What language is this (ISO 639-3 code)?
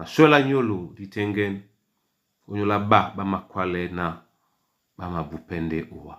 dua